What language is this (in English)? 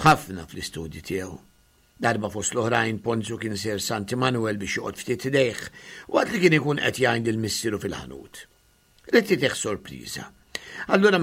Maltese